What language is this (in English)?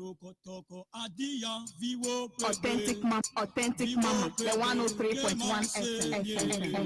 Ewe